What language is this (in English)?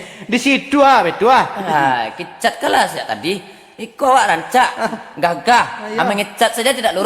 Minangkabau